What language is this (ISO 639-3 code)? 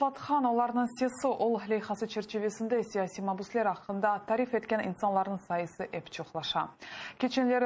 crh